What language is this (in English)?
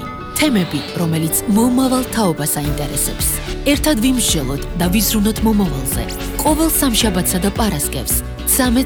Georgian